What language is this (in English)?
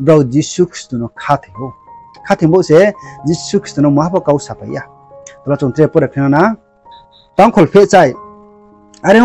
Riang (India)